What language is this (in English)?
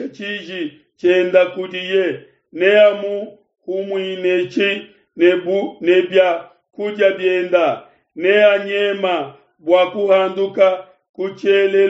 Luba-Lulua